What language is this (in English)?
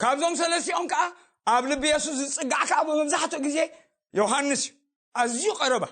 Tigrinya